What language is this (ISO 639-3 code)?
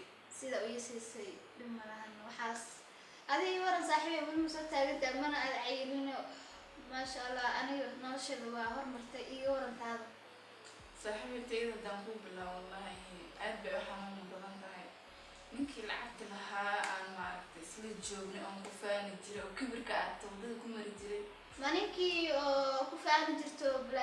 som